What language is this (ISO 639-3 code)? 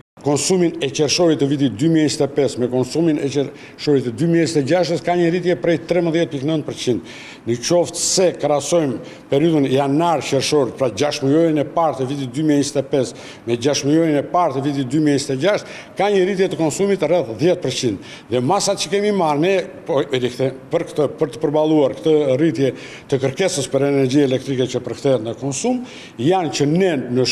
sqi